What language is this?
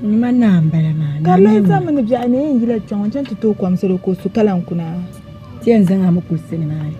Dagbani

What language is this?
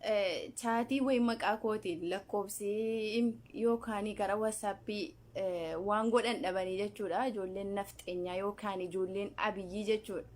Oromo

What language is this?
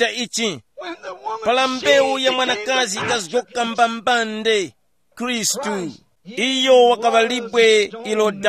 Tumbuka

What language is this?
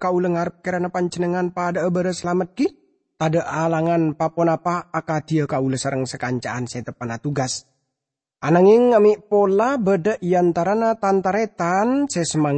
Madurese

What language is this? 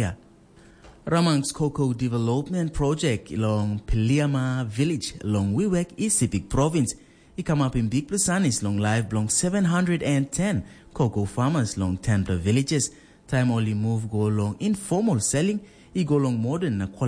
Tok Pisin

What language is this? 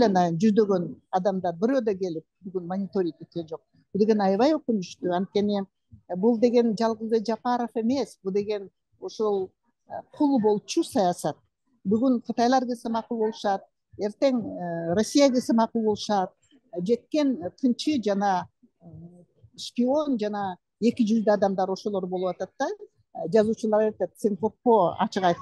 Kyrgyz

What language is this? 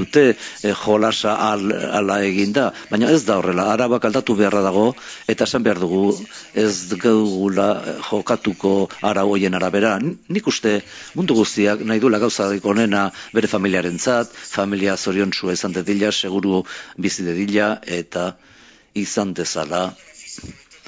Basque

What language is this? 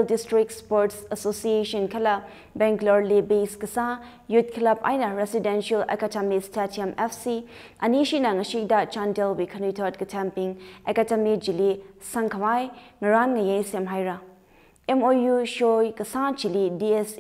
Tangkhul Naga (India)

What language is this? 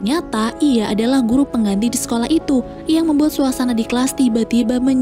Indonesian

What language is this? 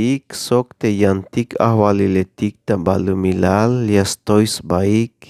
Tzeltal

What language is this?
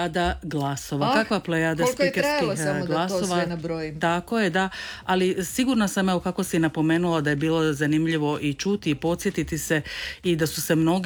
Croatian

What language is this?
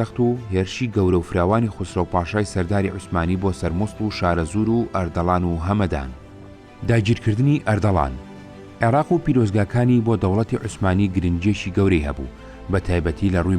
Central Kurdish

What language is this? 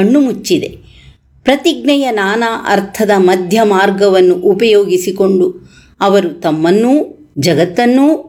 Kannada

